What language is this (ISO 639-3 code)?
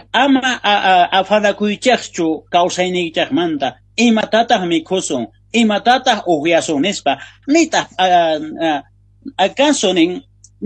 quh